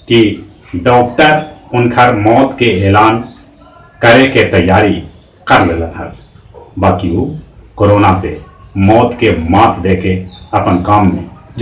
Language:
Magahi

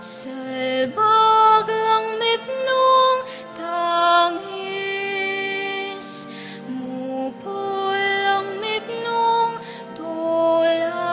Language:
Pampanga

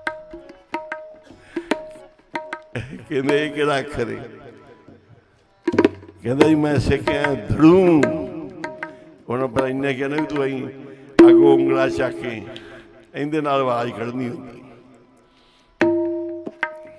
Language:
Punjabi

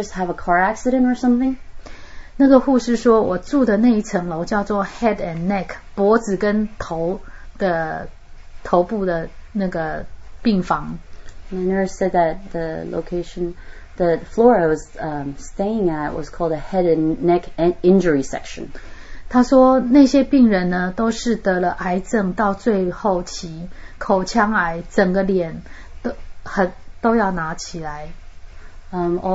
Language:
Chinese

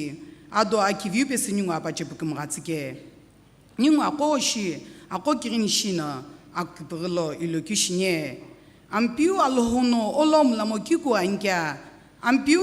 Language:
Sumi Naga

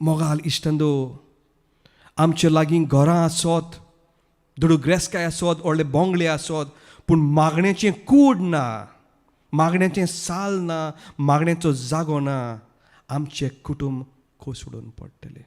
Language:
Konkani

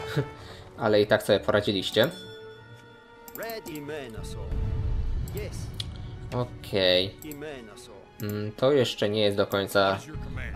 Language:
Polish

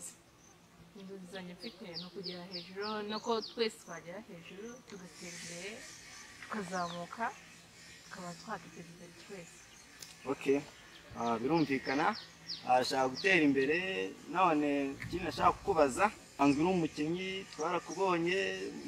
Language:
Kinyarwanda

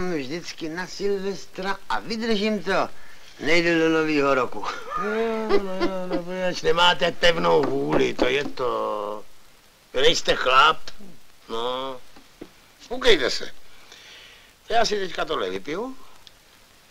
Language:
Czech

